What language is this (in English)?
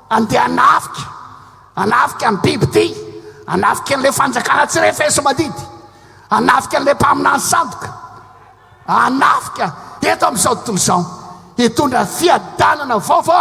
Malagasy